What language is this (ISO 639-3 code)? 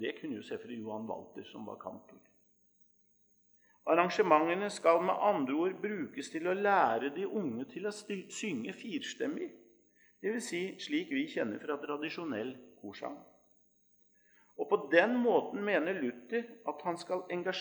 nor